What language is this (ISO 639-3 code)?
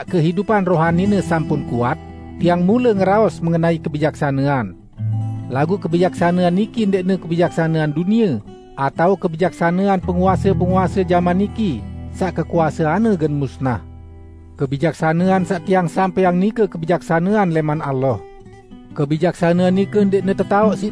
sas